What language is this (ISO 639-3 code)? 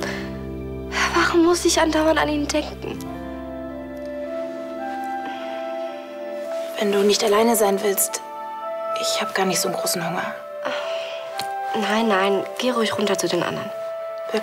deu